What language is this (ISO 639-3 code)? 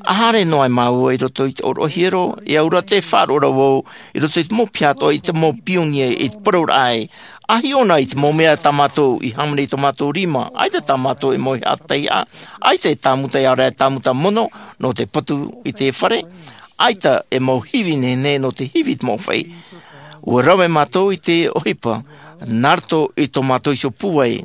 tah